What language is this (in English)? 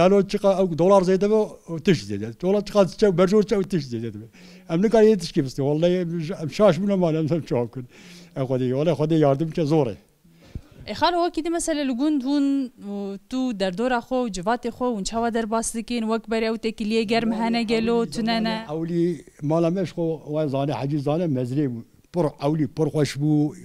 Kurdish